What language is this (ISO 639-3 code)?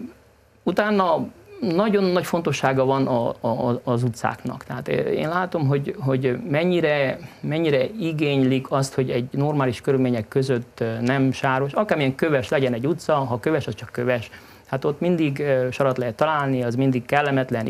hun